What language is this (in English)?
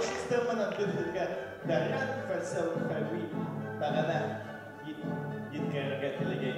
Bashkir